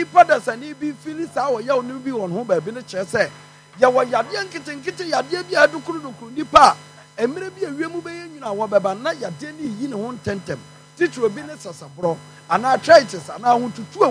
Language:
Akan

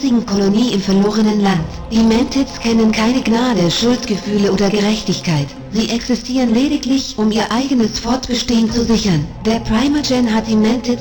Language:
Bavarian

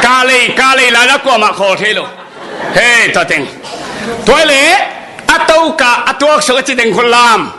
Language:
Tedim Chin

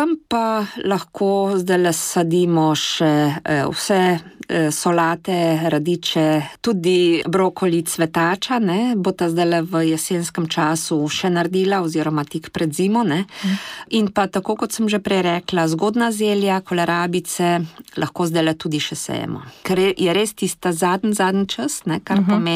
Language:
Slovenian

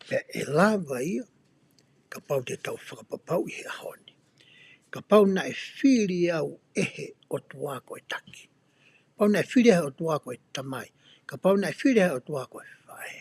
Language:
Tongan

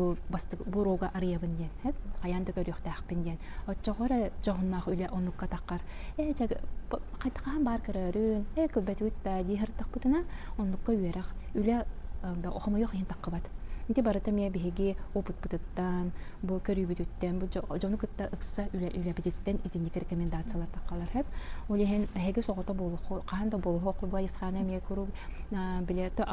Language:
Yakut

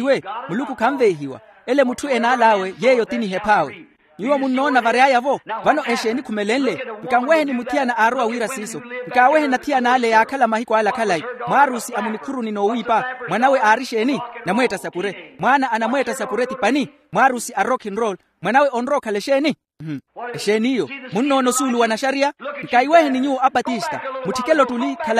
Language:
Makhuwa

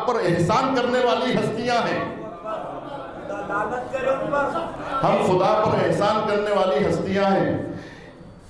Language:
Urdu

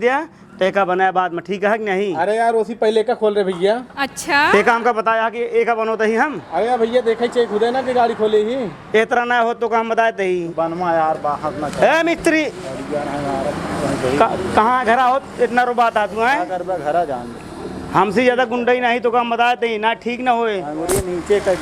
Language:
Awadhi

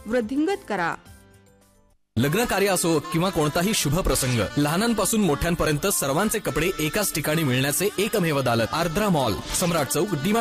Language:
Marathi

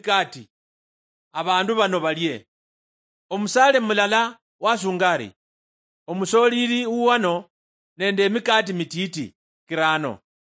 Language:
Luyia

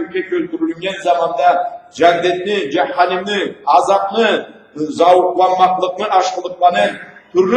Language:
Karachay-Balkar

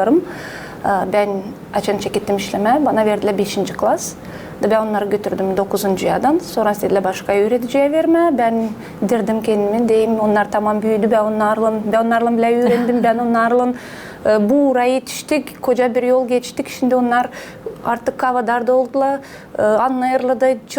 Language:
Gagauz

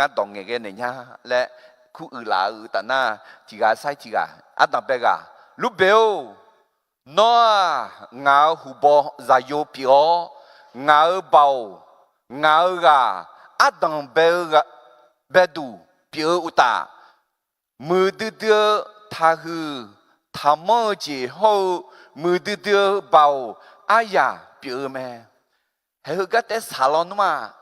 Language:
Akha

